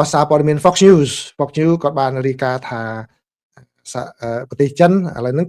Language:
Khmer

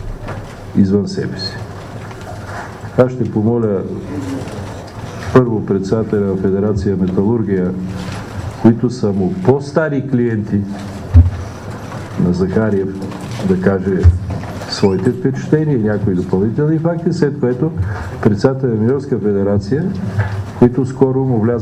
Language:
Bulgarian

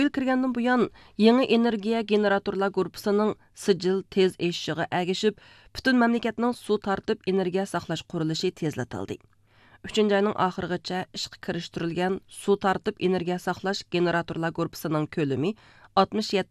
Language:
Uyghur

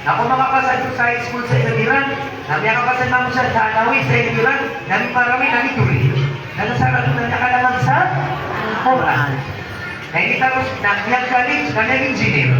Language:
Maranao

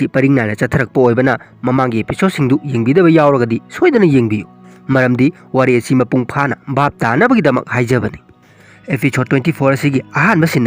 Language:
Manipuri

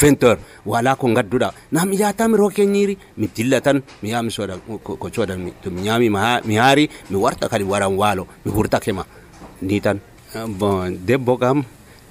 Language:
Nigerian Fulfulde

